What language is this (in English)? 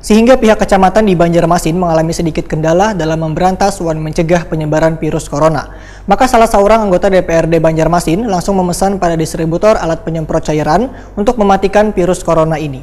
Banjar